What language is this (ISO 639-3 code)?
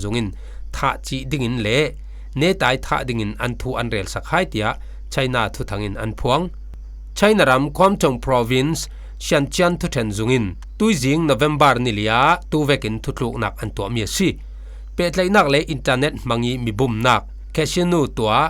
cfm